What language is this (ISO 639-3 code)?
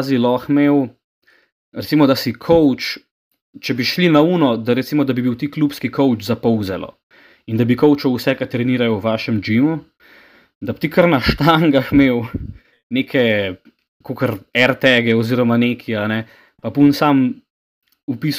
slv